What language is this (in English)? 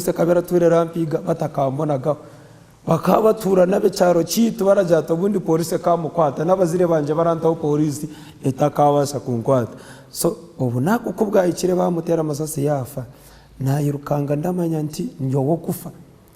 Nyankole